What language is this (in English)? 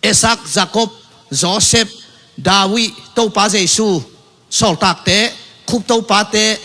Tedim Chin